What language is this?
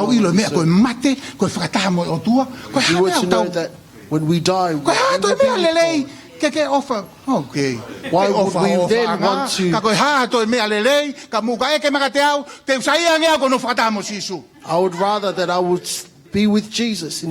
Tongan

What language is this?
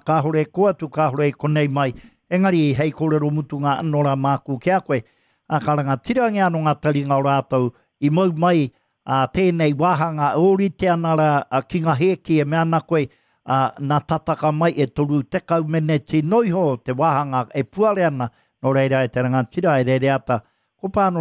Māori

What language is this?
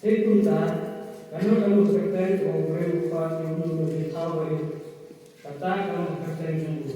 Khasi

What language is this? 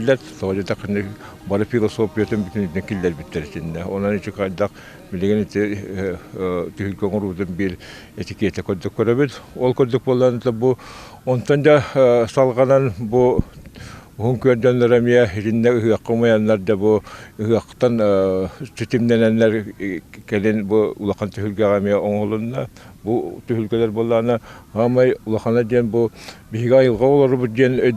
Yakut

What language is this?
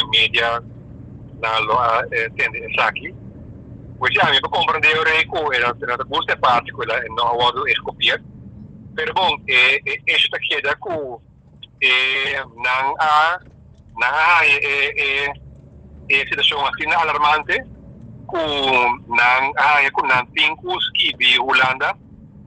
Papiamento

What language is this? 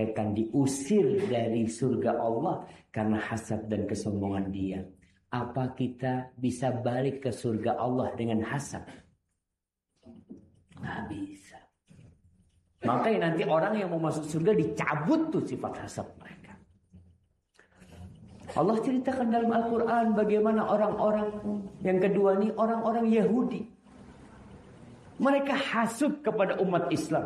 Indonesian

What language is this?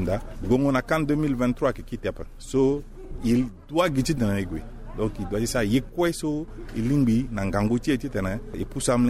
Sango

